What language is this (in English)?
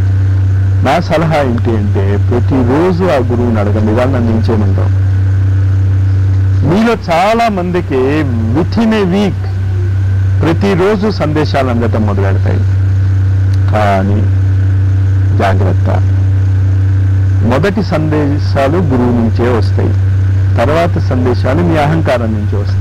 Telugu